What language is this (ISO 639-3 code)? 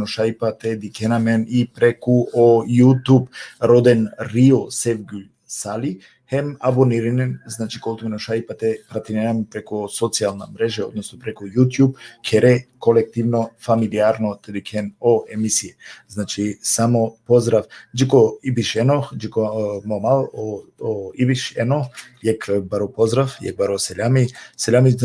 rmn